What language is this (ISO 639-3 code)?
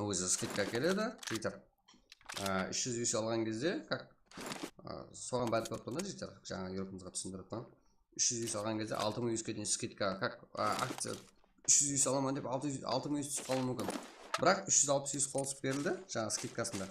kaa